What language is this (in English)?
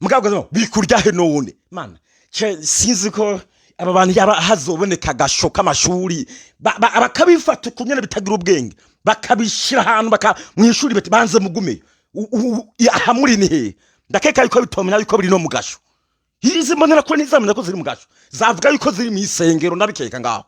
Rundi